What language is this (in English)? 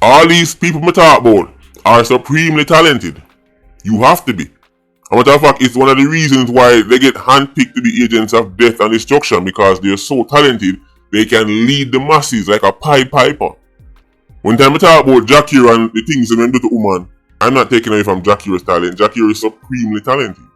Jamaican Creole English